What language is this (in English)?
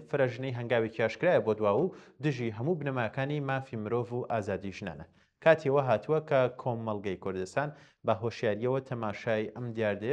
Central Kurdish